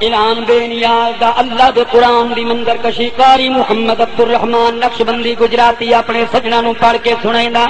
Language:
Saraiki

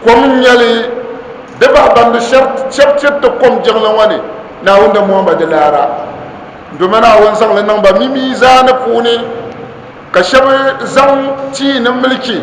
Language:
Dagbani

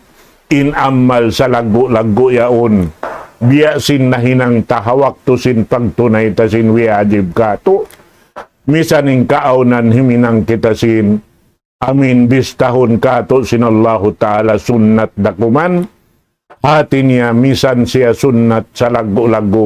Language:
Tausug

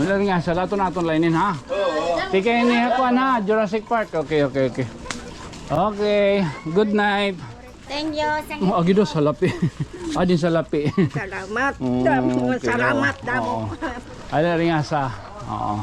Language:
Waray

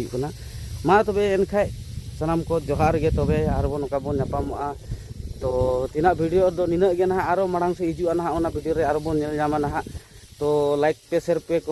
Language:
Santali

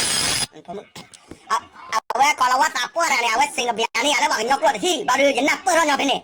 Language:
S'gaw Karen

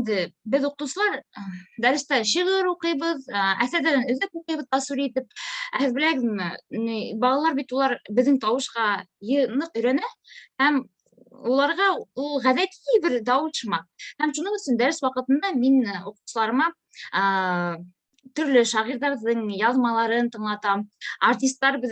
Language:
Bashkir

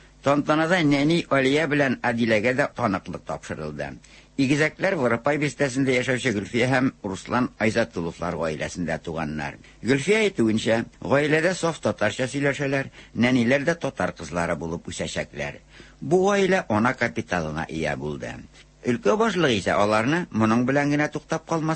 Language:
Tatar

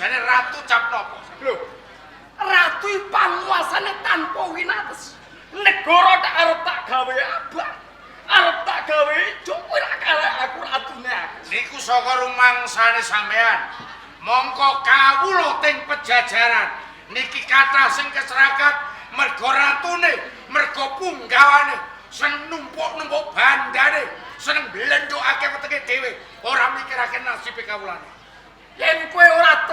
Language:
Javanese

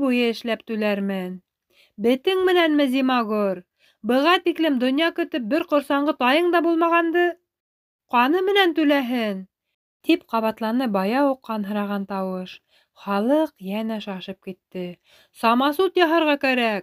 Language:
Bashkir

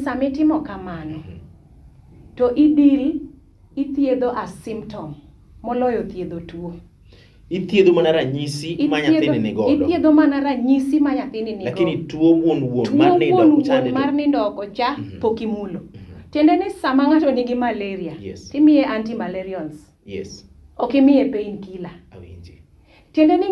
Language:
Luo (Kenya and Tanzania)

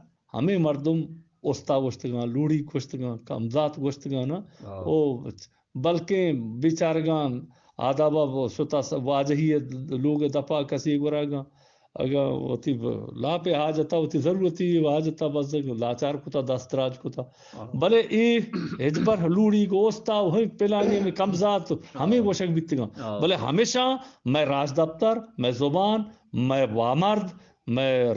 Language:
Eastern Balochi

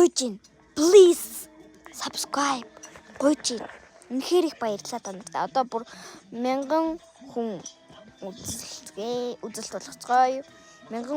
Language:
Mongolian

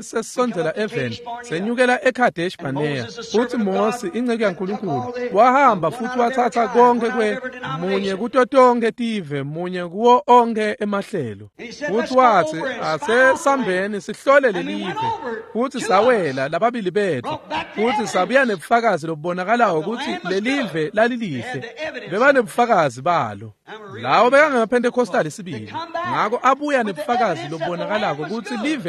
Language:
Swati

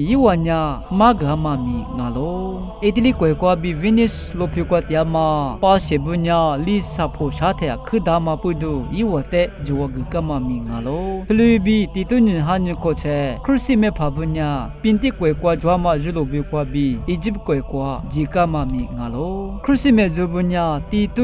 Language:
Lisu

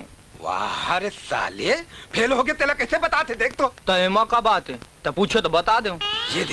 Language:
Chhattisgarhi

